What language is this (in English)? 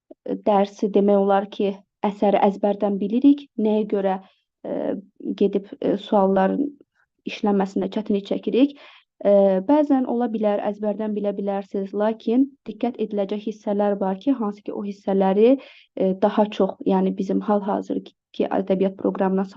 Azerbaijani